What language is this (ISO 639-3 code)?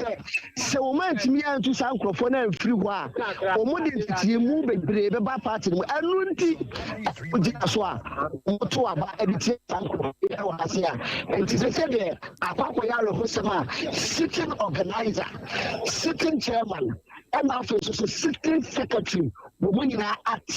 aka